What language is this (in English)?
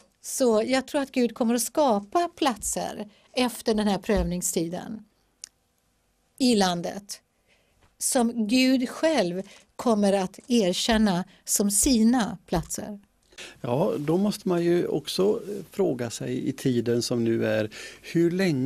Swedish